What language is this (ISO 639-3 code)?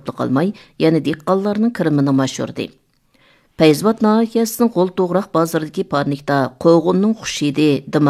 uig